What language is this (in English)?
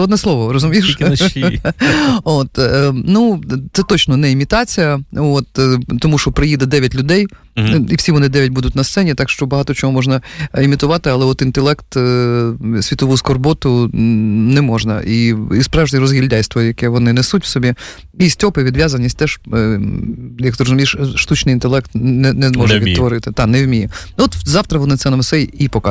Ukrainian